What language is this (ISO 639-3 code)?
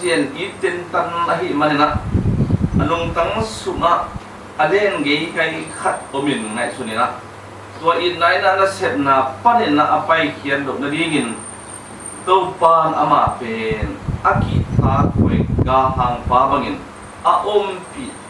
ctd